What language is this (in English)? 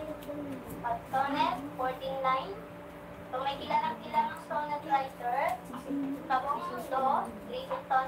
Filipino